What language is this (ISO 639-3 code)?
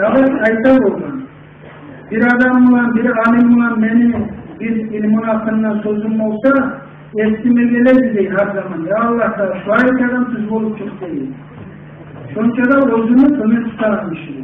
kum